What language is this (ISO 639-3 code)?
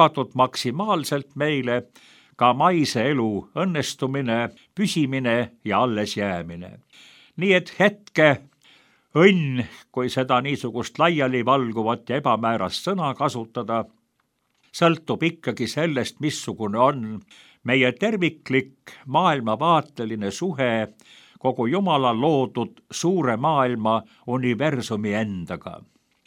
est